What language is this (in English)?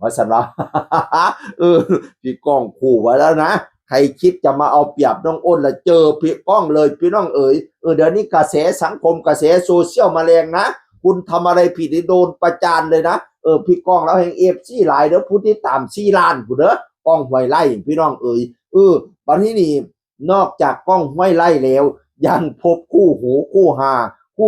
Northeastern Thai